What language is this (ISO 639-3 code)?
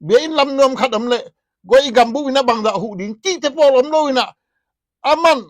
ctd